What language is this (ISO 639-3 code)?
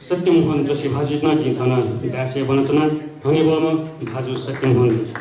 new